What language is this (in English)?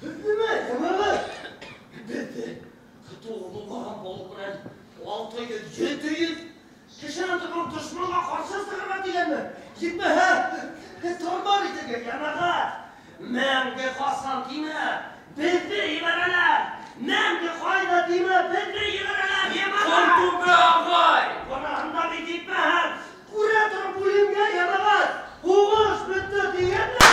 Bashkir